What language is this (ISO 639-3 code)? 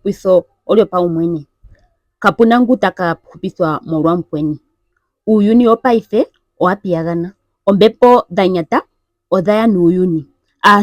ndo